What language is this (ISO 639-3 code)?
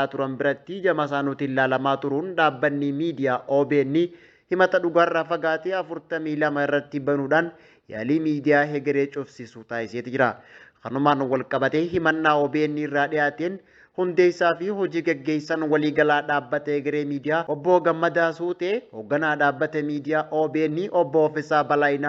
orm